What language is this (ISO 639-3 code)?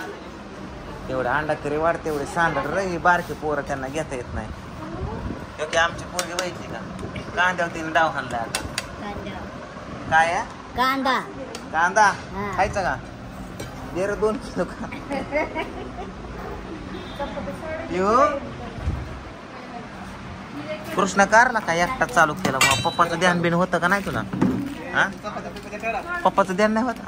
mar